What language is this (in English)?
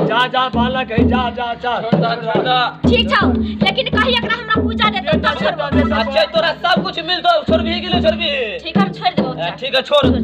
Maithili